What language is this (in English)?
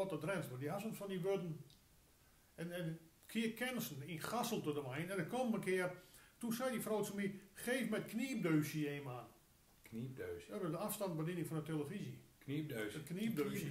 Gronings